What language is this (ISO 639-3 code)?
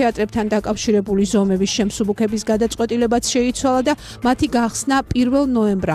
kat